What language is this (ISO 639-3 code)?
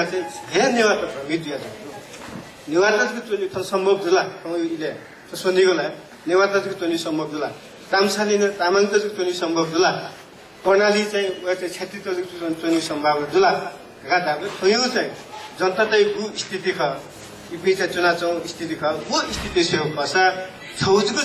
new